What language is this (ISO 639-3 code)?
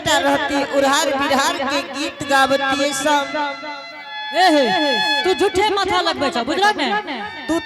anp